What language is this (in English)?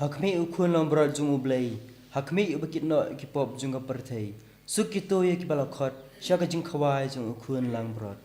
Khasi